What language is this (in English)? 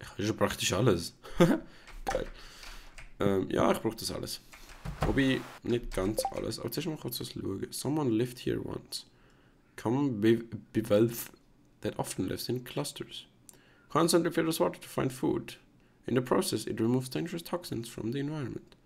Swiss German